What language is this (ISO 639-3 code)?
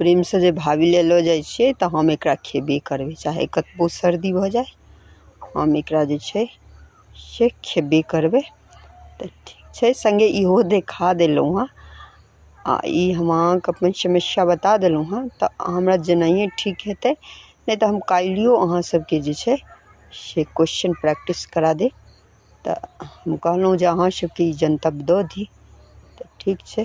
mai